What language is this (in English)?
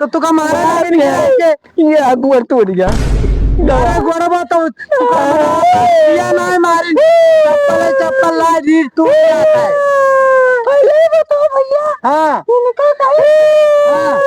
Awadhi